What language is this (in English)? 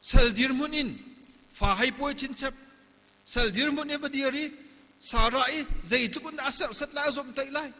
Hakha Chin